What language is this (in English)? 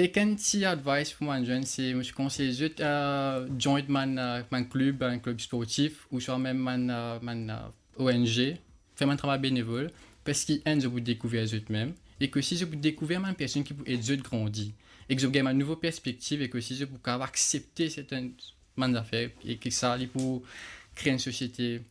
Morisyen